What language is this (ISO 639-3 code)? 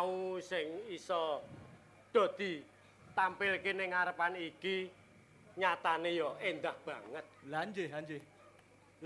jav